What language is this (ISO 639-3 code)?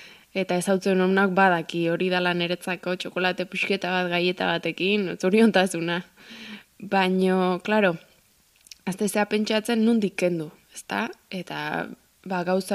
eus